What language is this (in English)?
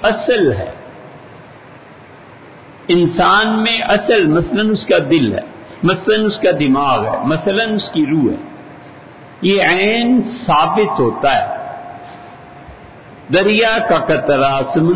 Urdu